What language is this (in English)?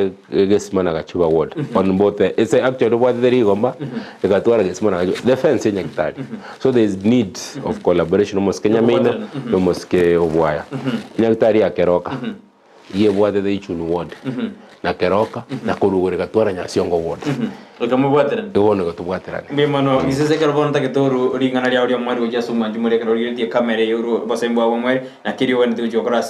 Gusii